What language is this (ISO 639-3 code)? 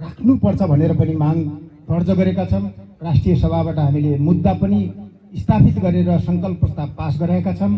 nep